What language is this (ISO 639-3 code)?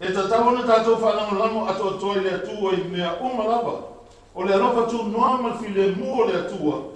smo